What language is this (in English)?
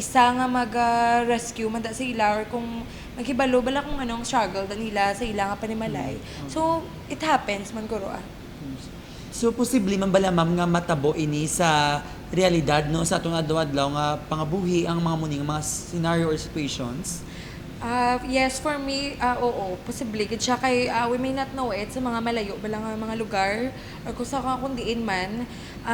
Hiligaynon